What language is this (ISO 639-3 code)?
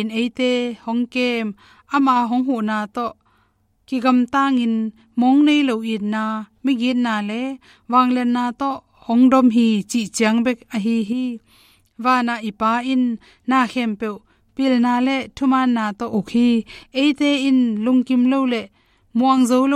ctd